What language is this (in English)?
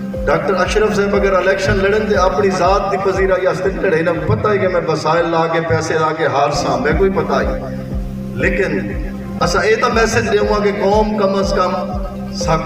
Saraiki